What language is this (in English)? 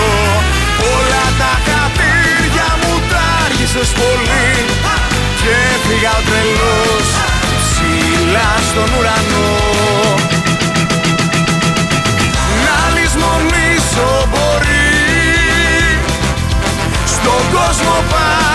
Greek